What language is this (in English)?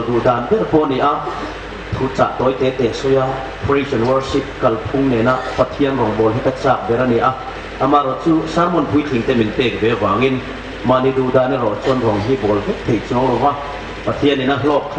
Hmar